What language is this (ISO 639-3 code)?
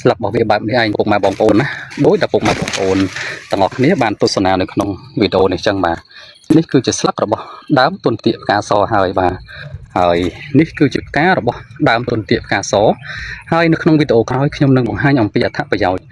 khm